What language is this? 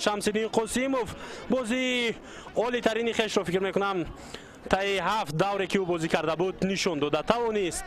Tajik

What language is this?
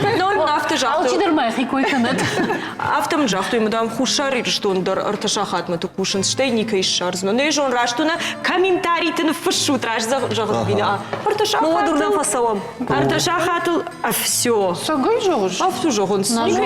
Ossetic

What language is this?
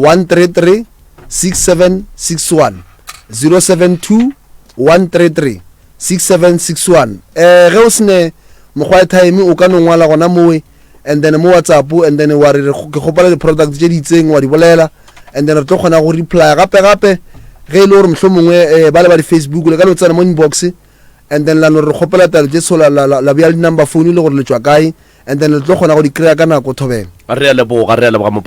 Northern Sotho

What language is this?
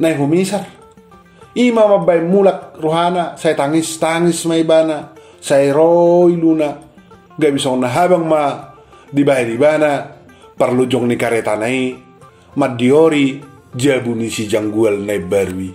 Batak Toba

